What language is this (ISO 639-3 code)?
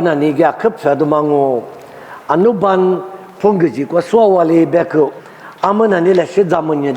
lis